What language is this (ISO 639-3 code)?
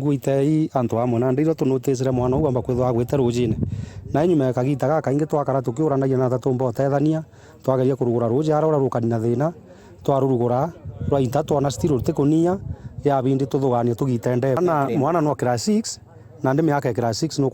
mer